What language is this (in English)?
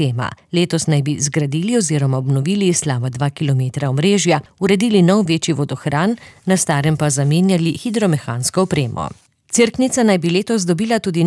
Slovenian